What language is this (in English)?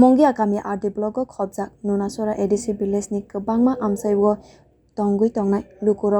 Kok Borok